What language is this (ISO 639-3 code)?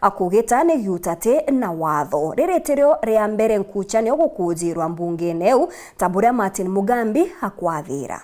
mer